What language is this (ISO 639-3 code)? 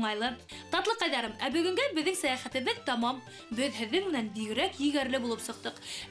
bak